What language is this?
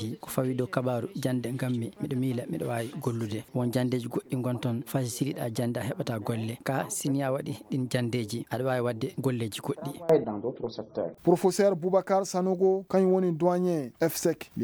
Fula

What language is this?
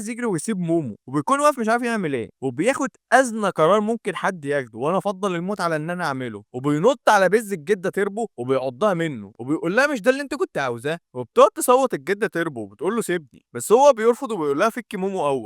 Egyptian Arabic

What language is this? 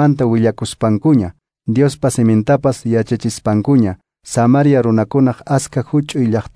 Quechua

